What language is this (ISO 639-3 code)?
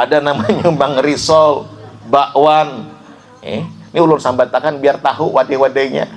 bjn